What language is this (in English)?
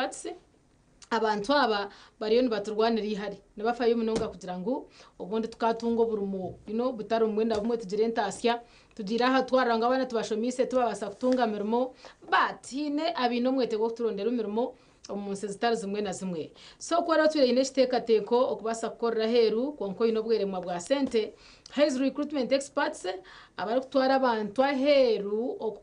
Nyankole